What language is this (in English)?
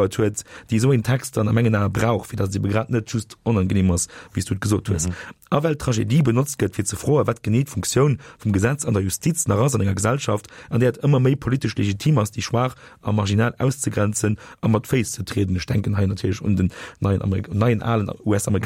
Luxembourgish